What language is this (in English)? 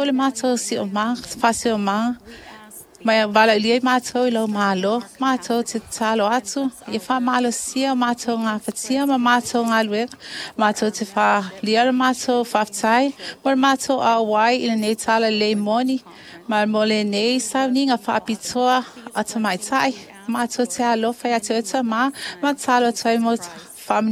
Samoan